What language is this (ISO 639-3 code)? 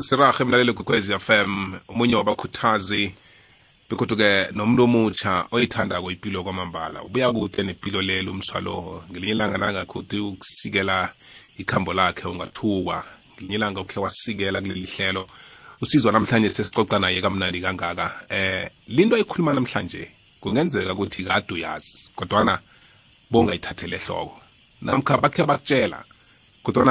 nbl